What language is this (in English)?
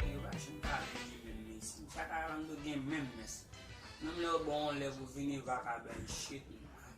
Haitian Creole